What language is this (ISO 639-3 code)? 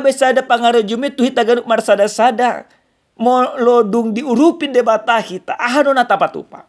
bbc